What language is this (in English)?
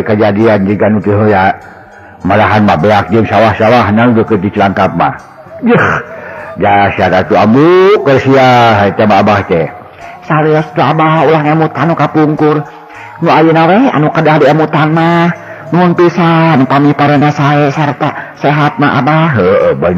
Sundanese